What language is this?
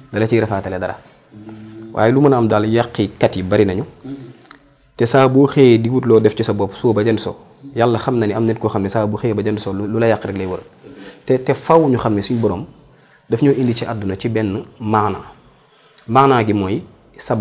Wolof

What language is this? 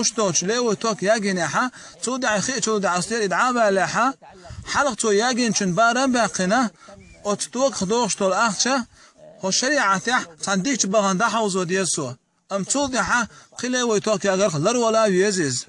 Chechen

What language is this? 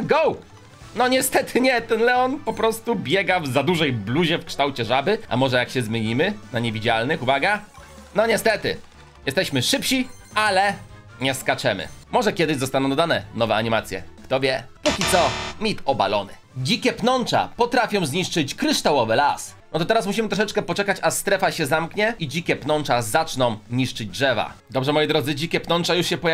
Polish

